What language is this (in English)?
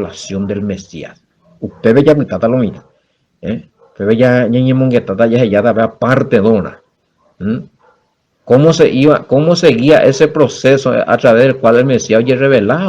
Guarani